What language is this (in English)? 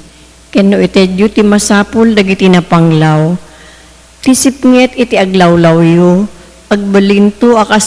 Iloko